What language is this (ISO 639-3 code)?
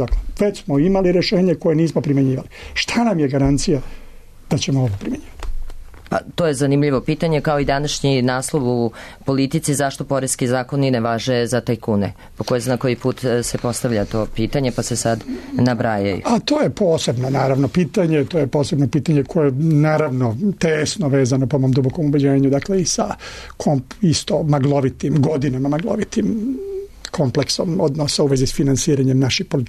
srp